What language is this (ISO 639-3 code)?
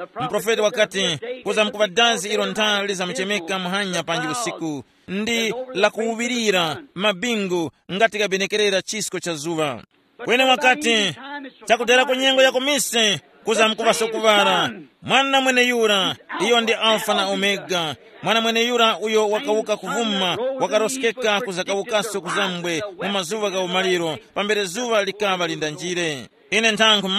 tum